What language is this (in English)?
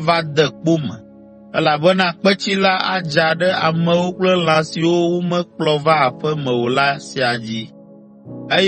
Ewe